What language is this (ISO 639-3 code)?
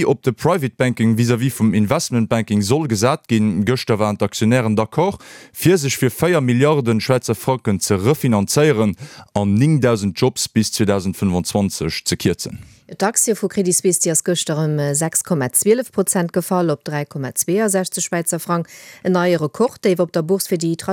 ltz